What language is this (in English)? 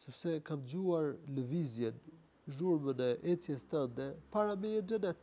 Albanian